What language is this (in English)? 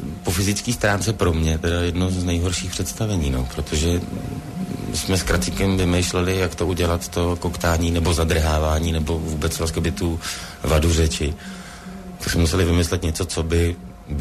Czech